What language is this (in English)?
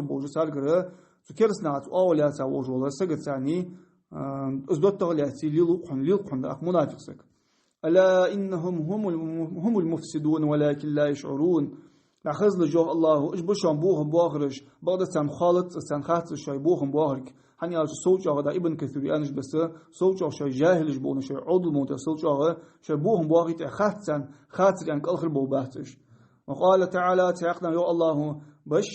Ingush